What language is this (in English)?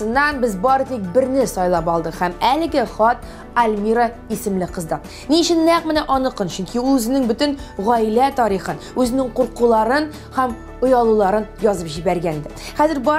Tatar